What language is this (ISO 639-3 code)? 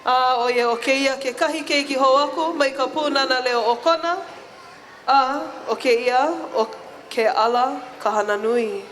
haw